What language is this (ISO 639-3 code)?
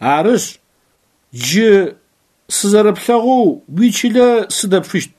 ady